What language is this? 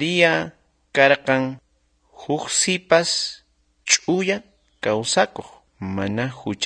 South Bolivian Quechua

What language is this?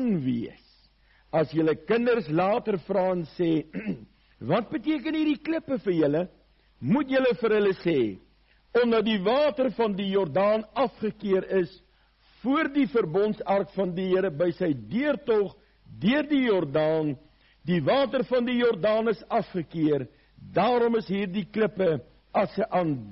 Afrikaans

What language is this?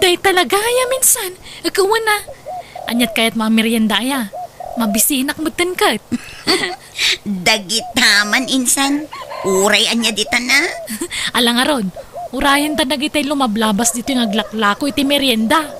Iloko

